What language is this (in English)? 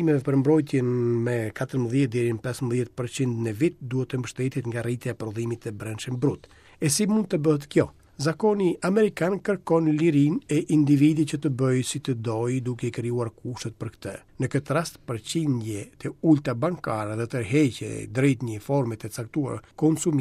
Albanian